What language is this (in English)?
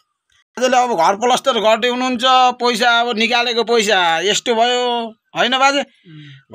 Nepali